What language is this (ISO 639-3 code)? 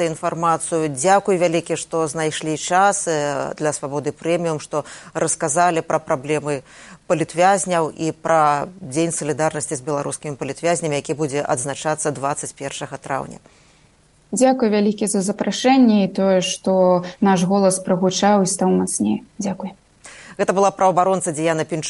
bel